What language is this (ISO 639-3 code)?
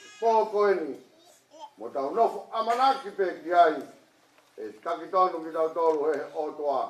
ton